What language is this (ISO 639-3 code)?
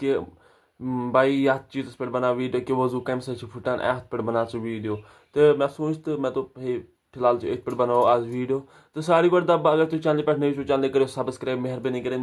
kas